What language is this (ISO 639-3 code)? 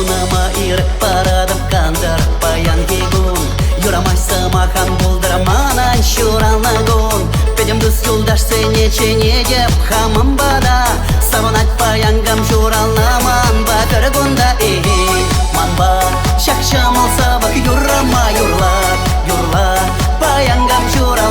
chv